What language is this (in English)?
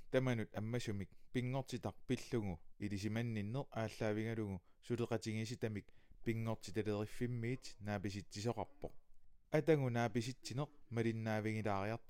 Kalaallisut